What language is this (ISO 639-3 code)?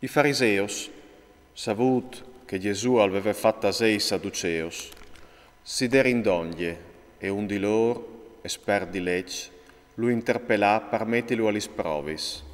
fur